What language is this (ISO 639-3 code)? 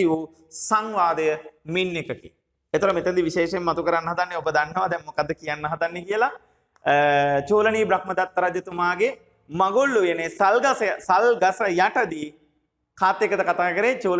sin